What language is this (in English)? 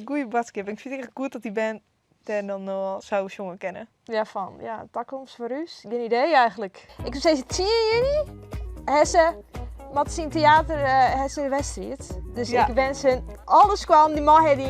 Western Frisian